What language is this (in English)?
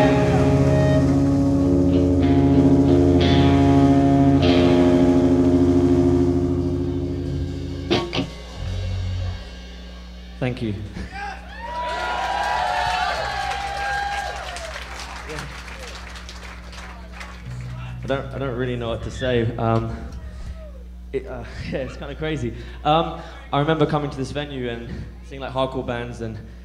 English